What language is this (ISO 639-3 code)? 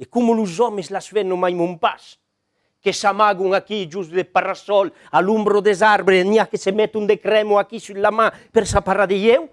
oci